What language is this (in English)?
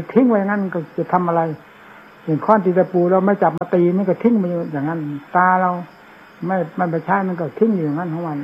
Thai